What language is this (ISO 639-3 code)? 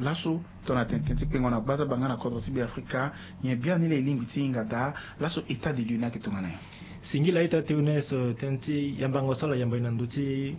sag